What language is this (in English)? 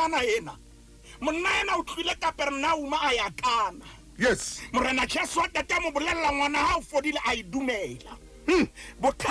Southern Sotho